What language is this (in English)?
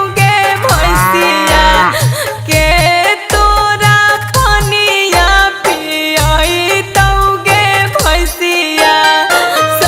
Magahi